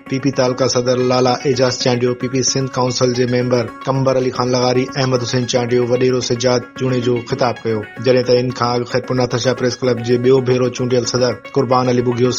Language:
Sindhi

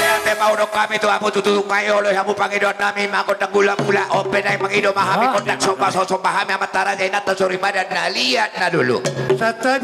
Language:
Batak Toba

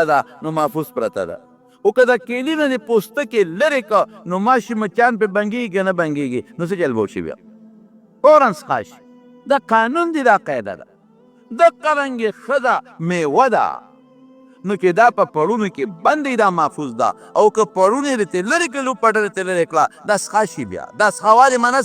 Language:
Pashto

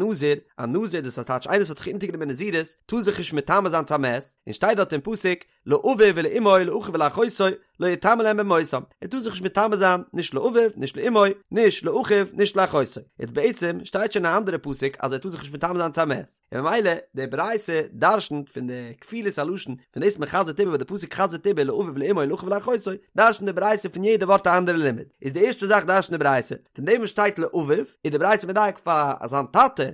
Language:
Yiddish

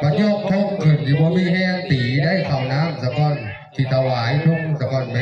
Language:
Northeastern Thai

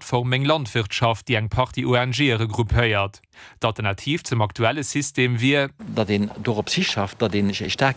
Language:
Luxembourgish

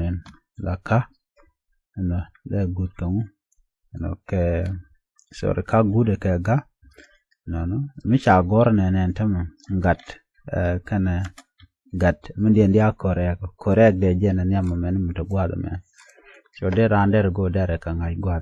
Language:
Nuer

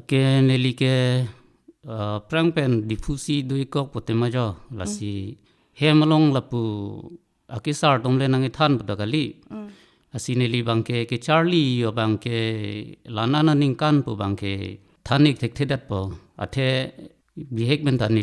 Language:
Karbi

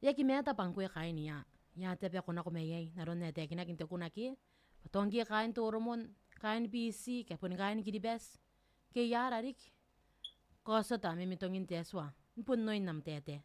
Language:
Gilbertese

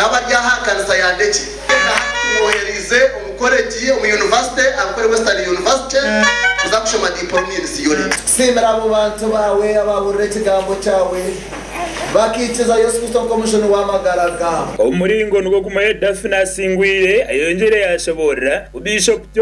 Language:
Nyankole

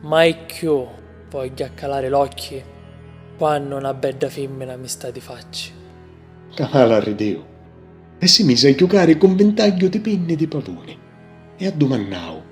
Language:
Sicilian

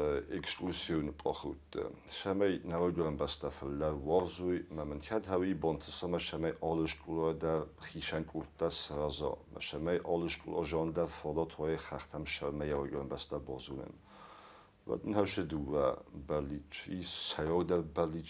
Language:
Ossetic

